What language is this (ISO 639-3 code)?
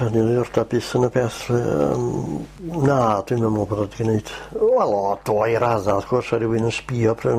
cym